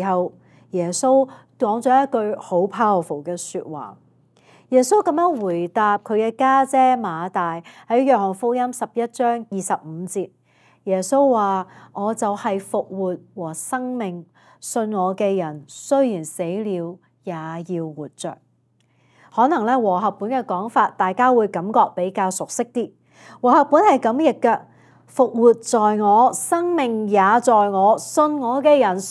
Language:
Cantonese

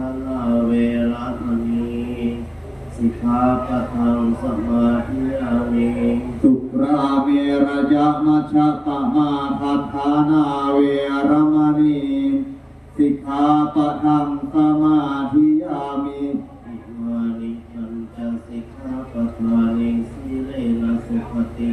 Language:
Pali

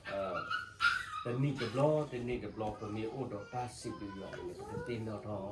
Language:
S'gaw Karen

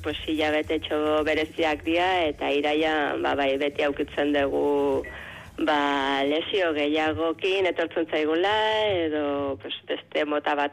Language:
Basque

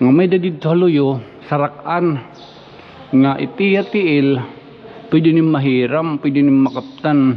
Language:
Waray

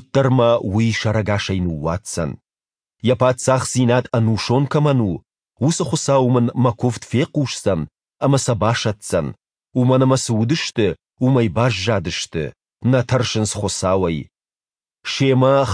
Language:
Ossetic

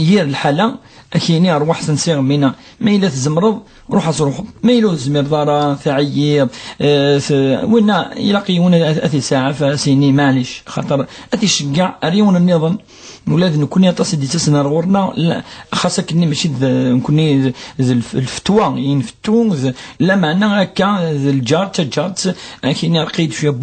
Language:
Kabyle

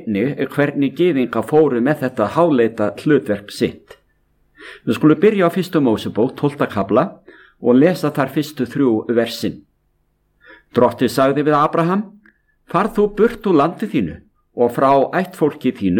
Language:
Icelandic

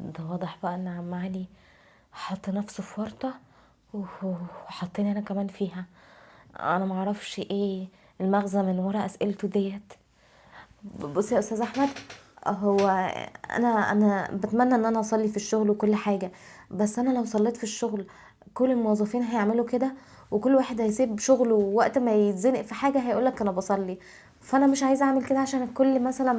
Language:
Egyptian Arabic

